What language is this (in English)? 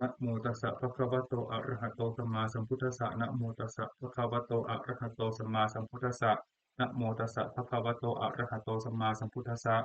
Pali